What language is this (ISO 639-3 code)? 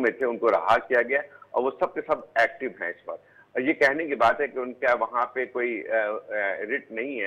urd